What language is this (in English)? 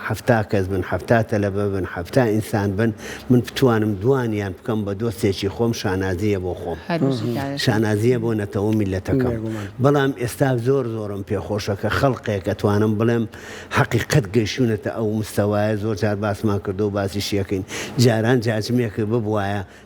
Central Kurdish